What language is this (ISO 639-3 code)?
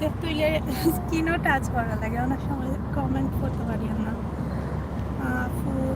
syl